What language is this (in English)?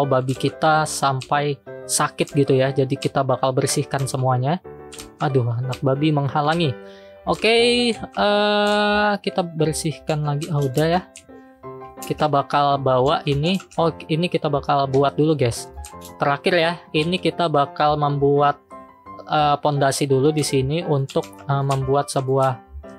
Indonesian